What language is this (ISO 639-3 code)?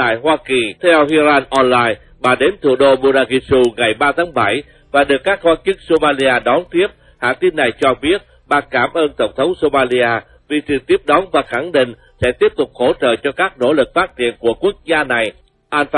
vie